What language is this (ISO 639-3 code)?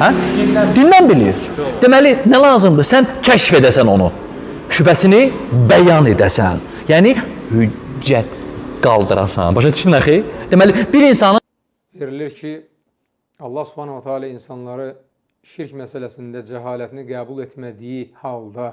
aze